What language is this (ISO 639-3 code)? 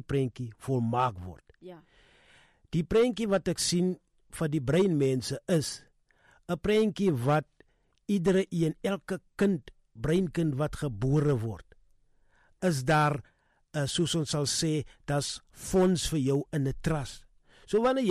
afr